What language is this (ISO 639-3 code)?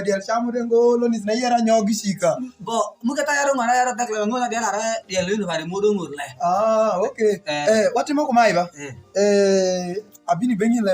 alz